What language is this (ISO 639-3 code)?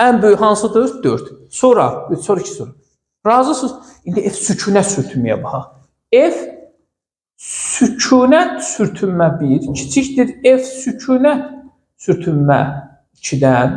aze